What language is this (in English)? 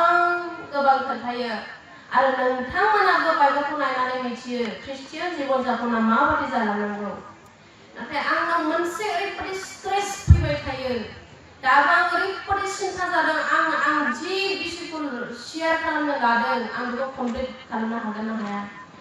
Bodo